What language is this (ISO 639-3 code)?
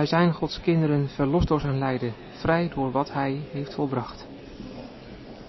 nld